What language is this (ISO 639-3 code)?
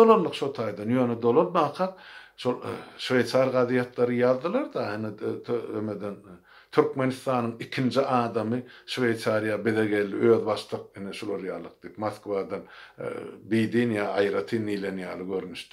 tuk